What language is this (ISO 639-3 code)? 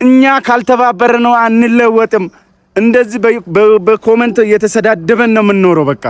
amh